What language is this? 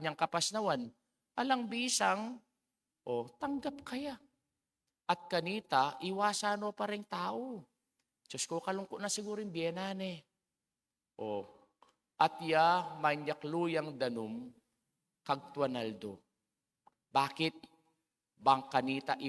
Pampanga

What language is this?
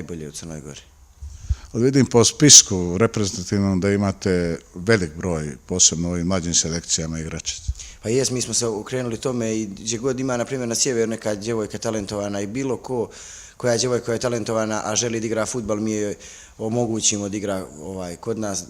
Bosnian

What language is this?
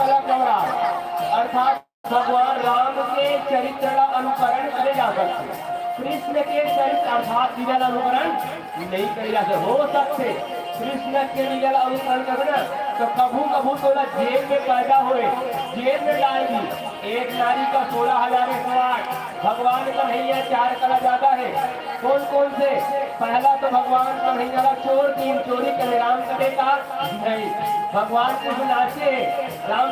Chhattisgarhi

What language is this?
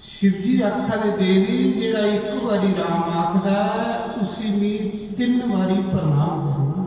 Dogri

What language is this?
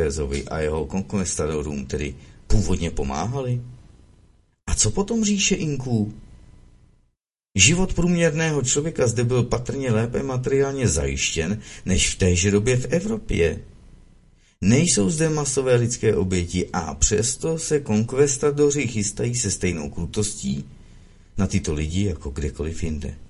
Czech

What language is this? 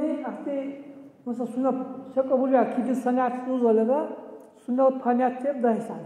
Dargwa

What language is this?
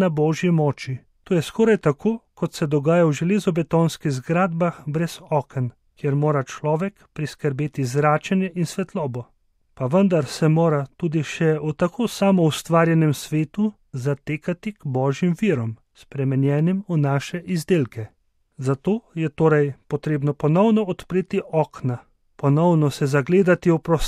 Slovenian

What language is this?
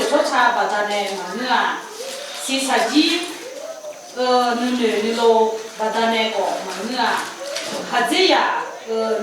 Akha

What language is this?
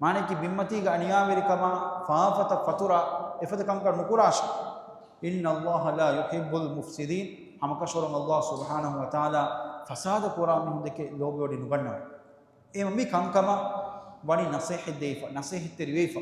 Divehi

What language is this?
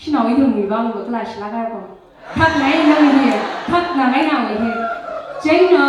Tangkhul Naga (India)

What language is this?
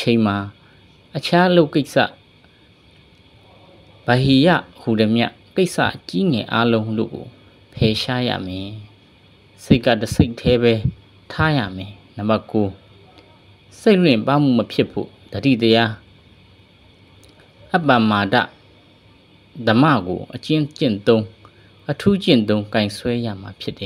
Burmese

